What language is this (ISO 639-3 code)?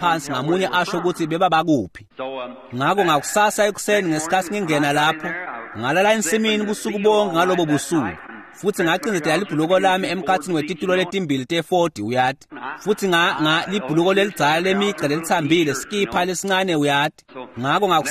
ssw